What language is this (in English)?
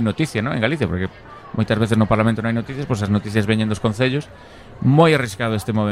Galician